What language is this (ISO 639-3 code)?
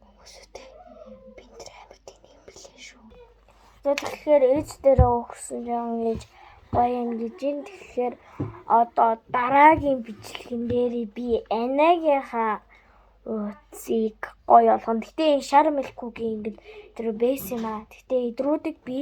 mon